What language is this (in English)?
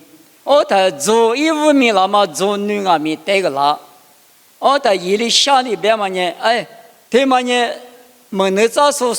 Lisu